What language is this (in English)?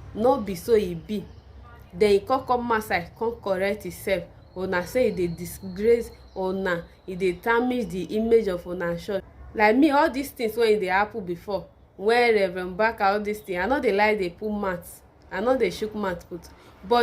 Nigerian Pidgin